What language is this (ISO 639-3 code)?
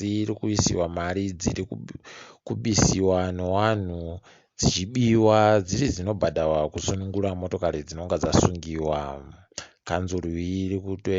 ndc